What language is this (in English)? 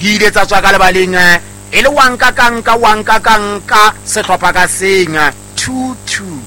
Southern Sotho